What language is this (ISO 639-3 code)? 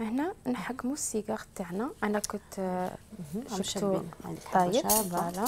arq